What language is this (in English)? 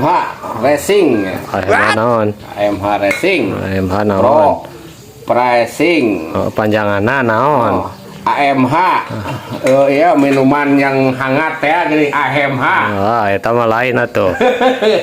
Sundanese